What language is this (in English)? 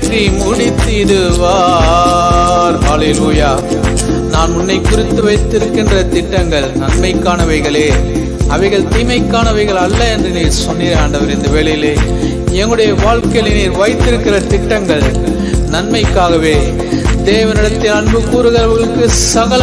Tamil